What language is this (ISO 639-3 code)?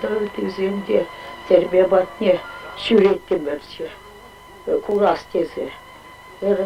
chv